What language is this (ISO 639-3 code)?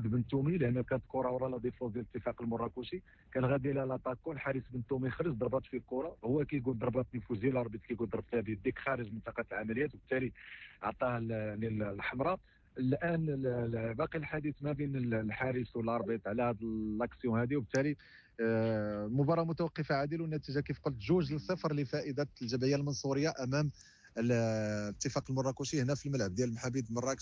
ary